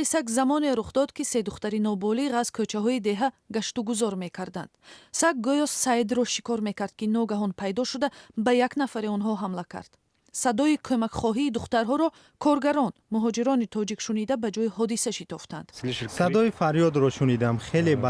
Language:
Tajik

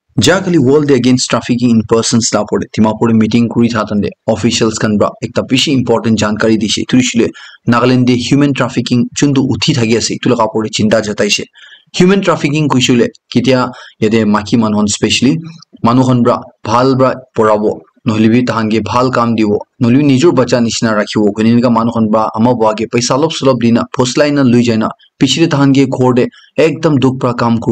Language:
Naga Pidgin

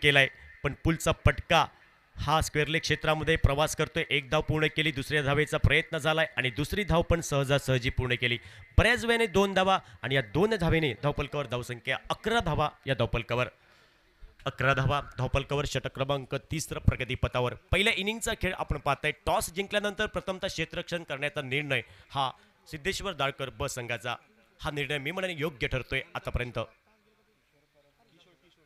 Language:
Marathi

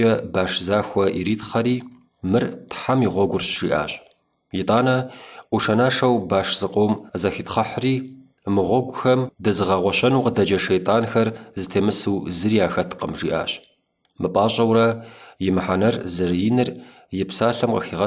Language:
Kabardian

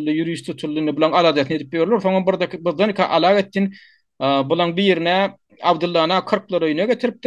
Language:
Turkmen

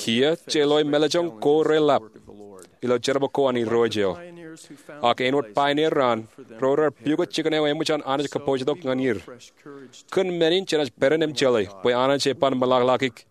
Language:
Marshallese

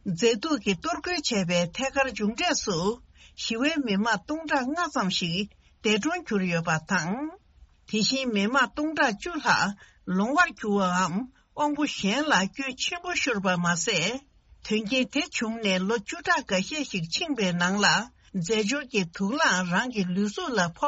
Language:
Tibetan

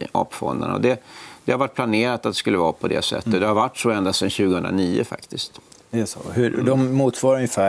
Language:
Swedish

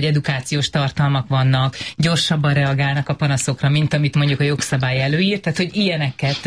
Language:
Hungarian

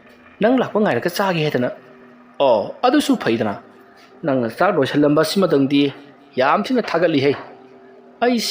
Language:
Manipuri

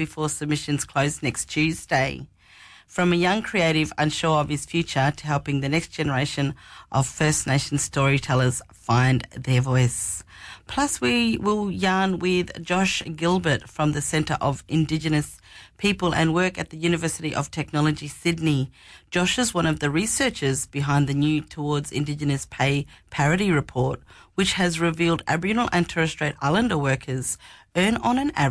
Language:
English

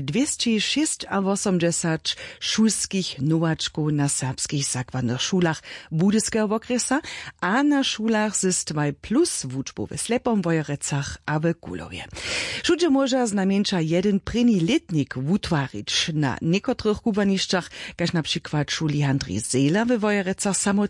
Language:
Upper Sorbian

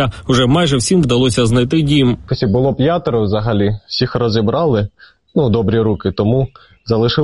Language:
Ukrainian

